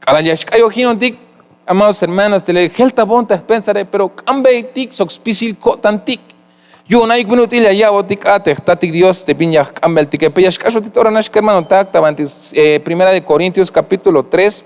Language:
Tzeltal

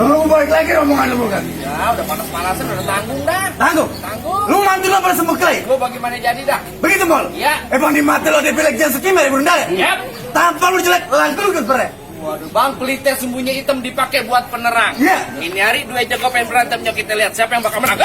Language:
Betawi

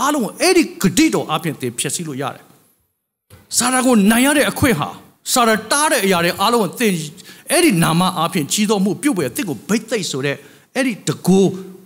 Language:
Burmese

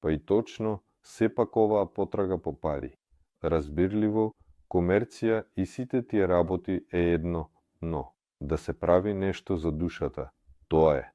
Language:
Macedonian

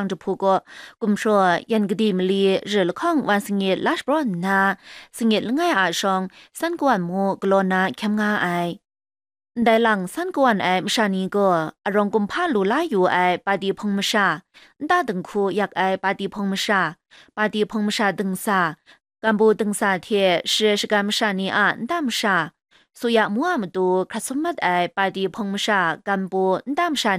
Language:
Kachin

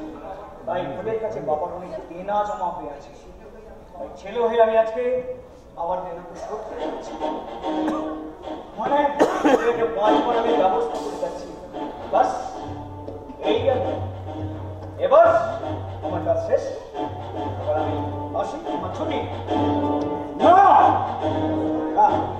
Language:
Bangla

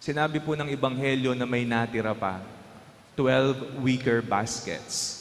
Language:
Pampanga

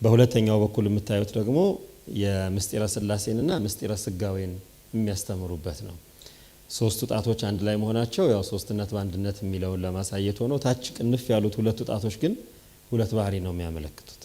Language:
Amharic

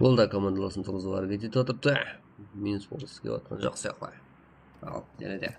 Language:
Kara-Kalpak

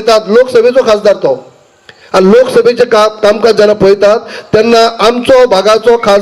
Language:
Konkani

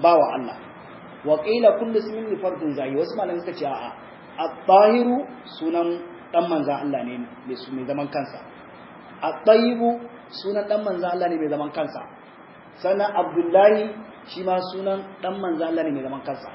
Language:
Hausa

